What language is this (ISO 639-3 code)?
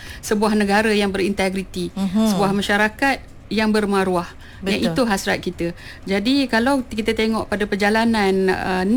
msa